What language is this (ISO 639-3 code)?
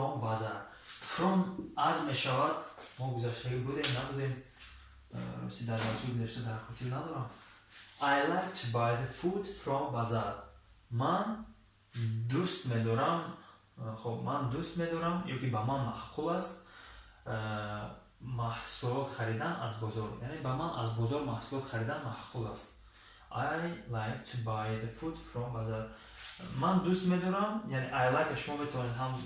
tgk